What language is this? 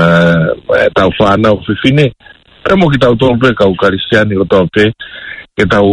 Tongan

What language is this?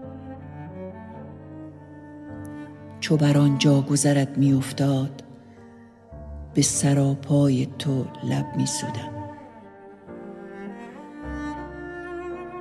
Persian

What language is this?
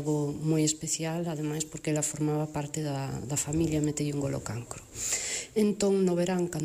Galician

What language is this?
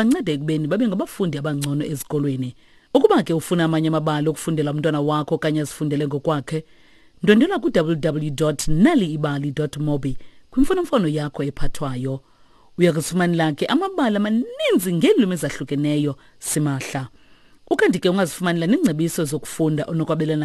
Xhosa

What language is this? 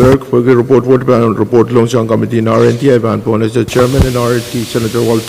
Pohnpeian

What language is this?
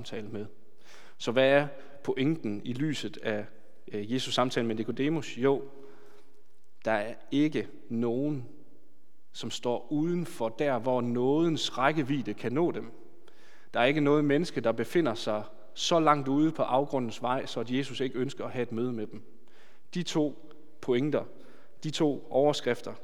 Danish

